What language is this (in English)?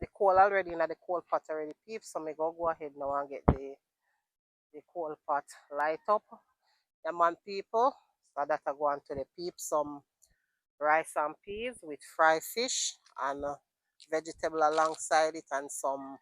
Jamaican Creole English